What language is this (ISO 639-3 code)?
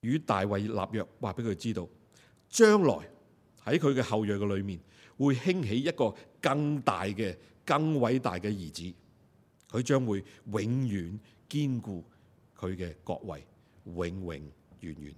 yue